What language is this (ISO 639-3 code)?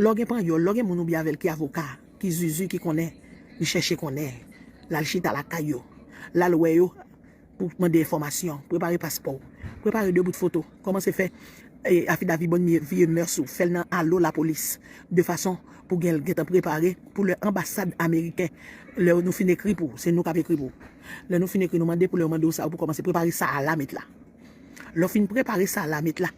hat